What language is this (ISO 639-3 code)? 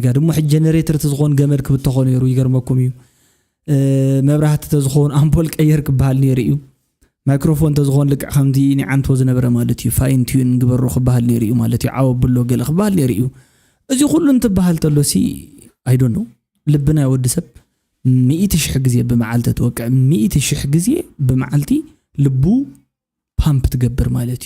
tir